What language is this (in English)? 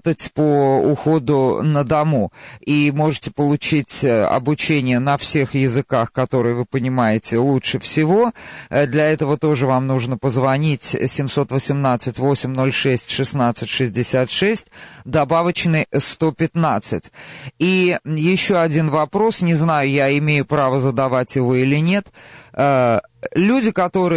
Russian